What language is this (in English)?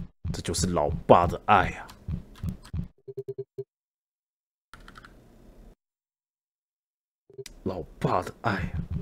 Chinese